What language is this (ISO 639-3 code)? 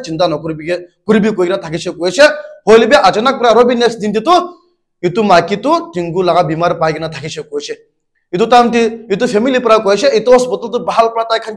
nag